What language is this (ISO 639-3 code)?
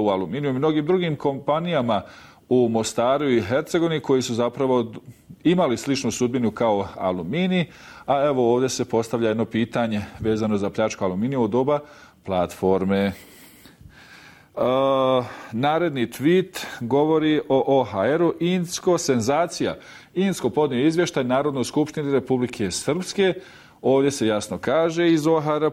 bos